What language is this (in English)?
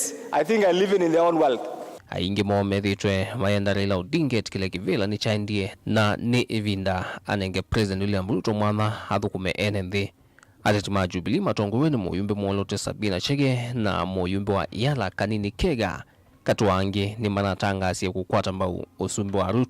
Kamba